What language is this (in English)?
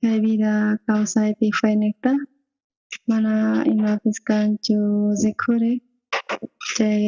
South Bolivian Quechua